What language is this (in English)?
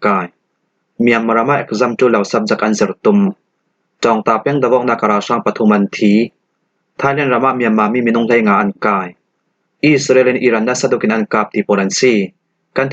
Falam Chin